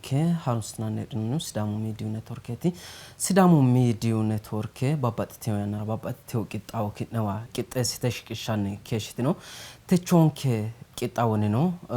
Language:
Sidamo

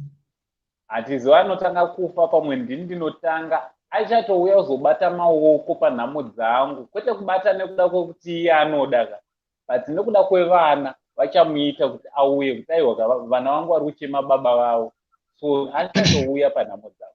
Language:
Shona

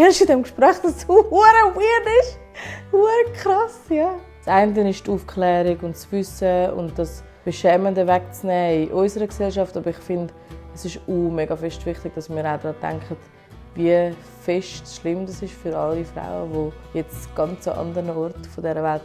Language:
Swiss German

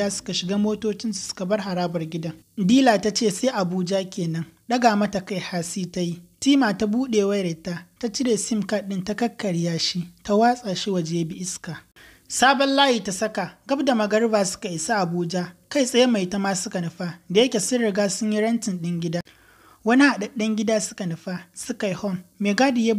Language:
Hausa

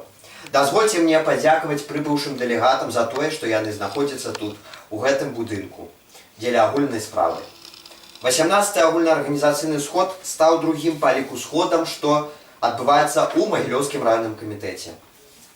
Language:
Belarusian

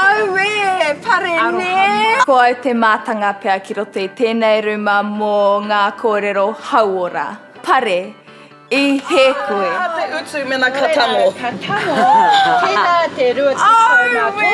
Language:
Māori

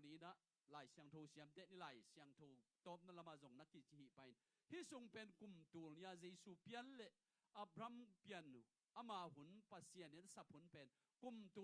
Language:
Tedim Chin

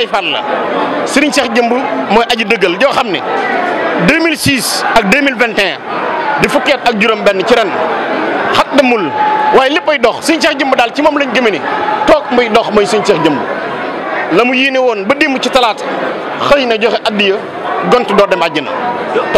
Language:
Wolof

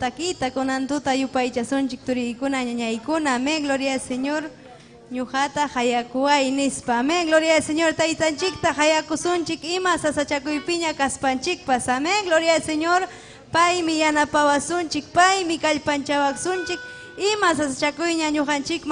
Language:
Ayacucho Quechua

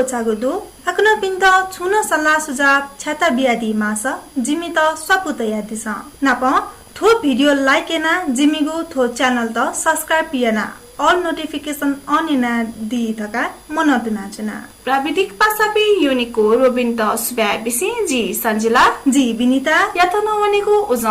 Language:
Newari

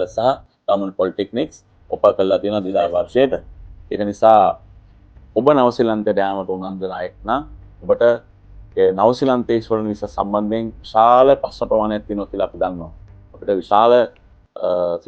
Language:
Sinhala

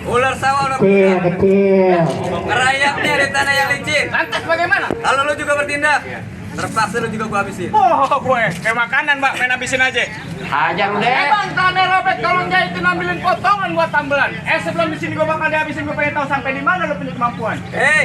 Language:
Betawi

